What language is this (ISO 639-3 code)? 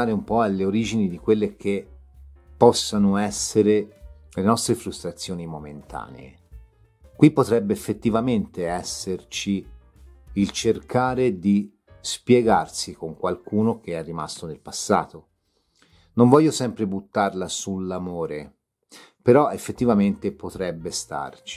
ita